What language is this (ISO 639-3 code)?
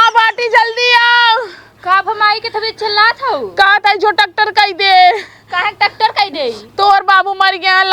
awa